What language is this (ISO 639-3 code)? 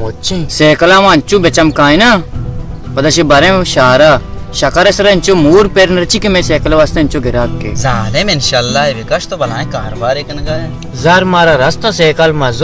bal